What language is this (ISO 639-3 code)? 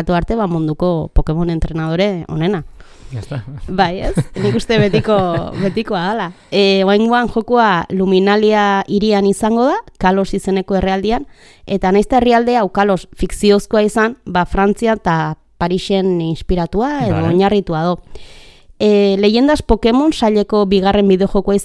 eus